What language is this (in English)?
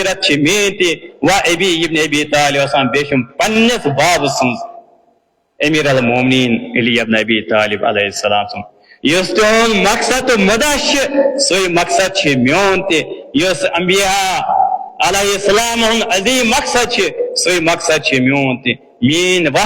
Kashmiri